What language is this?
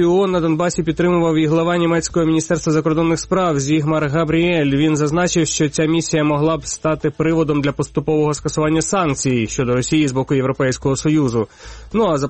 Ukrainian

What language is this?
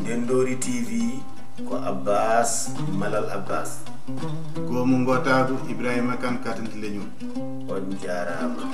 Fula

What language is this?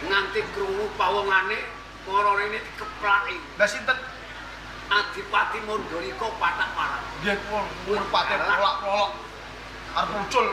Javanese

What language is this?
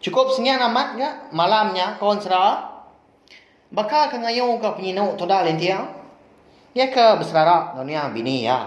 Iban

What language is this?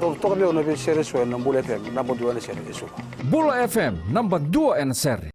Fijian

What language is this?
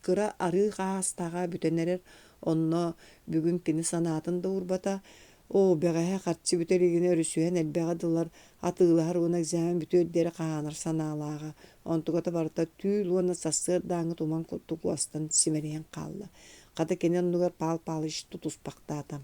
Yakut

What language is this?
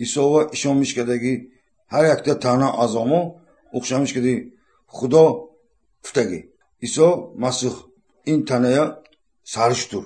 Tajik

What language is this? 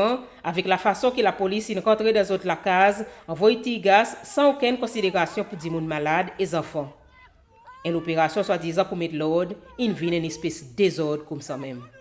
Seselwa Creole French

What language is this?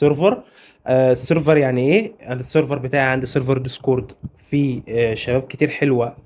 Egyptian Arabic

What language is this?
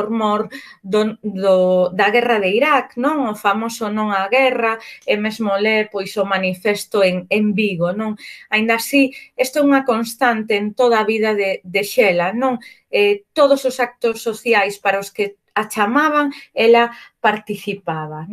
Galician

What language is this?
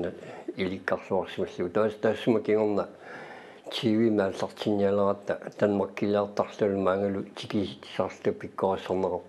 Kalaallisut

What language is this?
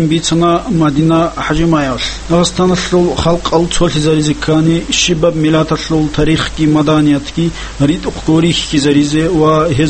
Avaric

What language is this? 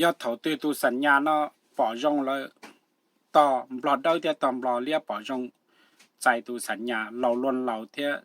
Hmong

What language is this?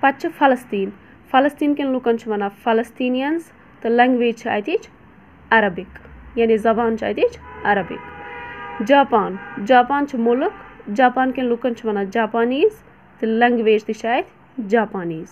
Kashmiri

